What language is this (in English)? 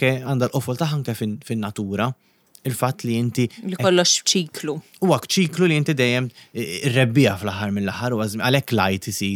Maltese